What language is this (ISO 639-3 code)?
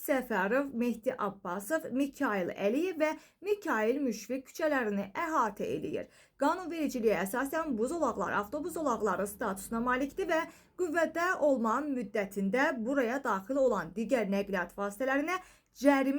aze